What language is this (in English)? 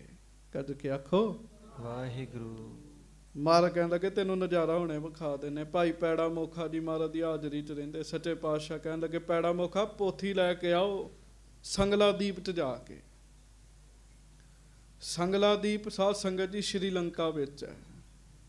Punjabi